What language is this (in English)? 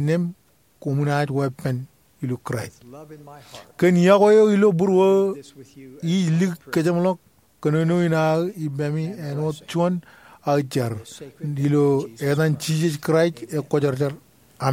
Marshallese